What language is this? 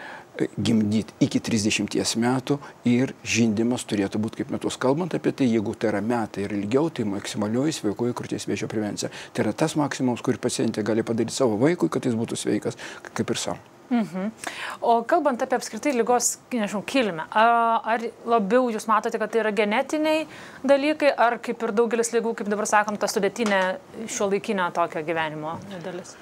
Lithuanian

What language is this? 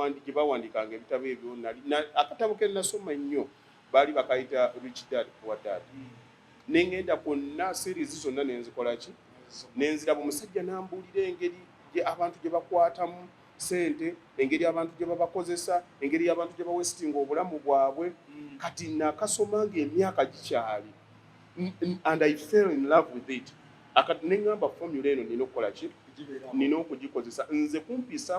Ganda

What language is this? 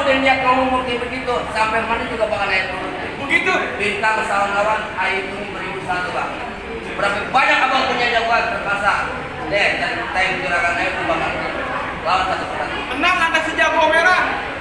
Betawi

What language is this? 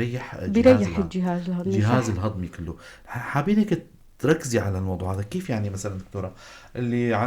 North Levantine Arabic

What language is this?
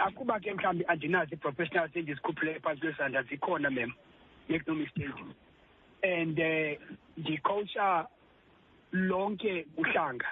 Xhosa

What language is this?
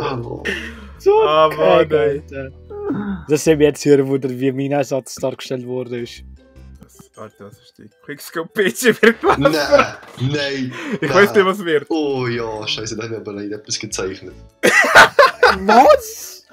Swiss German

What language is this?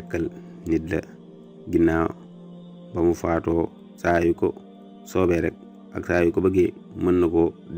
Wolof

